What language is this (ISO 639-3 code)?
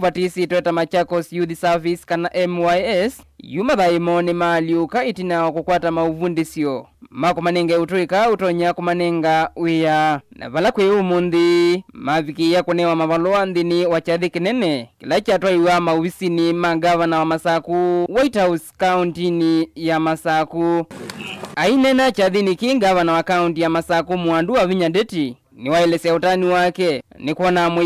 kam